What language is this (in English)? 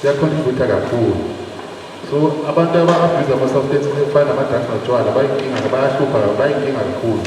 Zulu